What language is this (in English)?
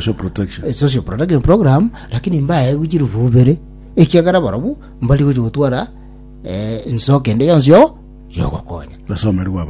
Gusii